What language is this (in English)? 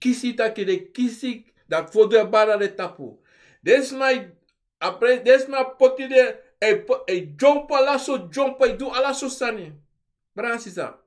Sranan Tongo